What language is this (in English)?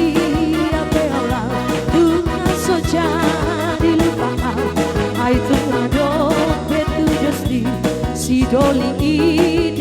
Batak Toba